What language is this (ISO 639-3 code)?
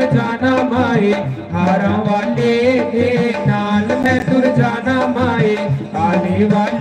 doi